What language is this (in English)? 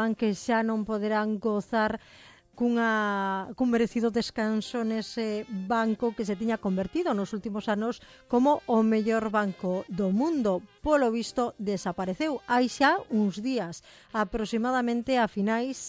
Galician